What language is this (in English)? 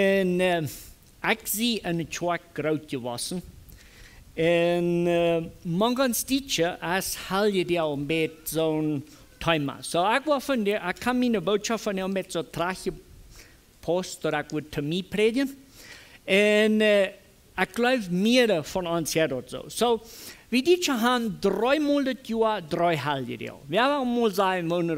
Plautdietsch